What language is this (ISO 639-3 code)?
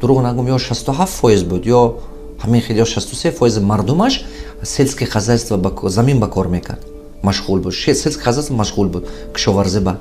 tgk